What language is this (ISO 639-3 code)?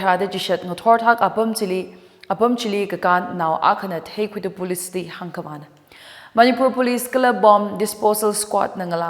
nmf